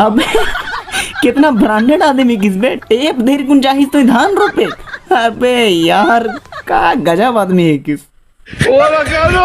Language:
Sadri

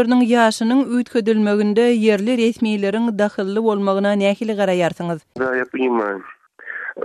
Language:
Kyrgyz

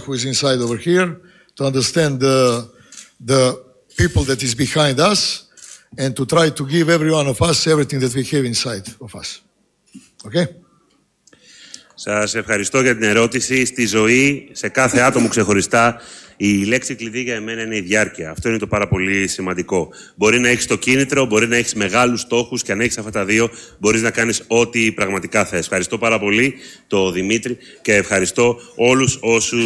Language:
Greek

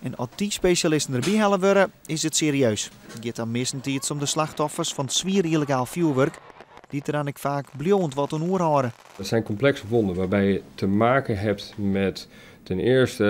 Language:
Western Frisian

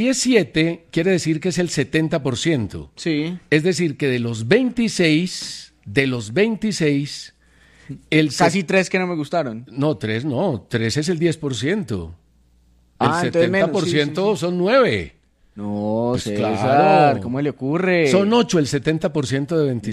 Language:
Spanish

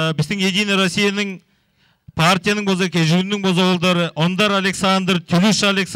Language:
Tuvinian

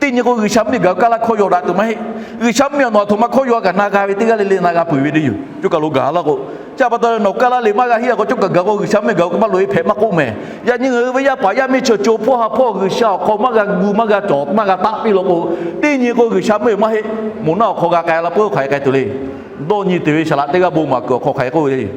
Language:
Lahu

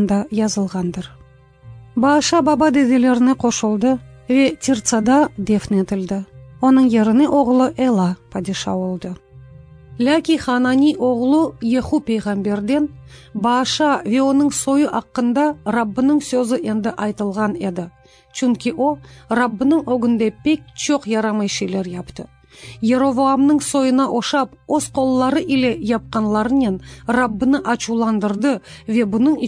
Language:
Crimean Tatar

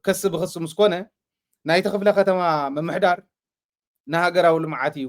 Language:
Tigrinya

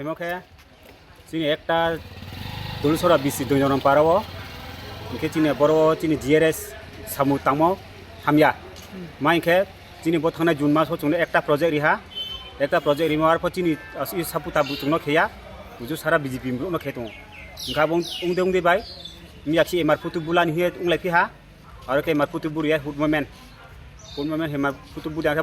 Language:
Riang (India)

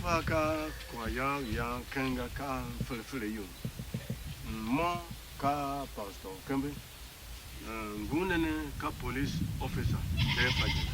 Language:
Tiv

